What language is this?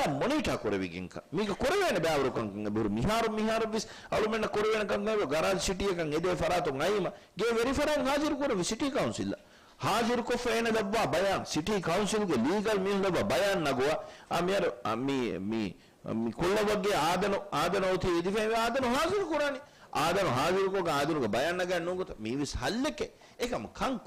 Divehi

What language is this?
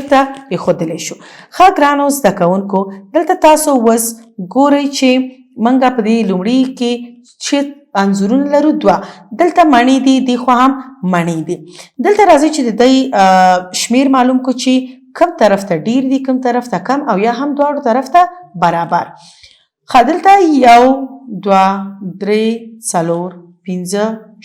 Pashto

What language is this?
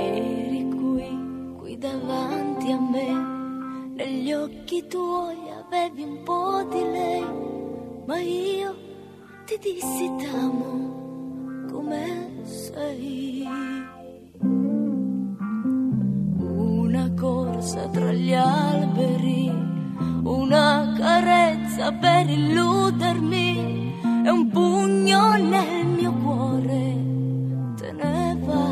Italian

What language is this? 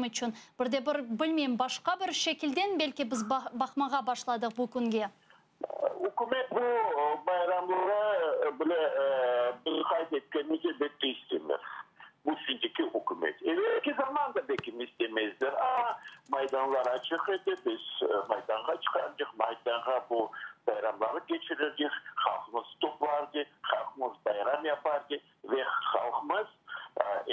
Crimean Tatar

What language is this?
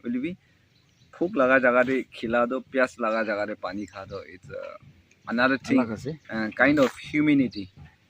Naga Pidgin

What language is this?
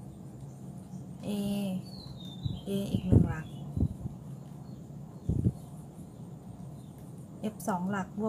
Thai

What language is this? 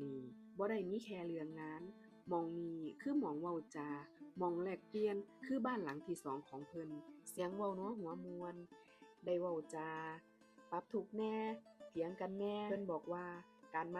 Lao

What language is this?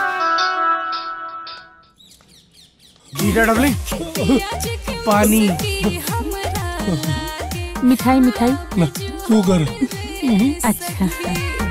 Bhojpuri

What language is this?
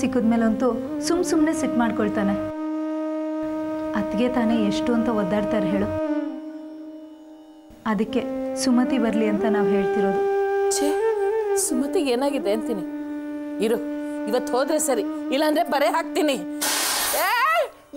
Kannada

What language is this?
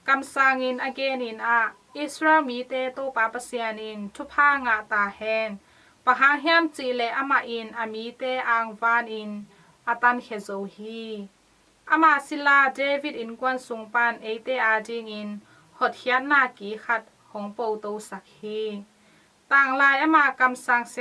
Tedim Chin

